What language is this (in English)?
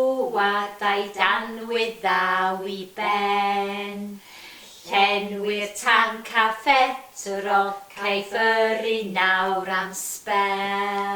Welsh